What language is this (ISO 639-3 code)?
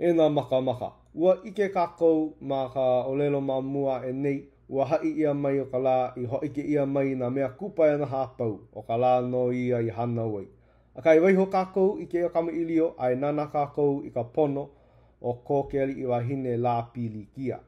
haw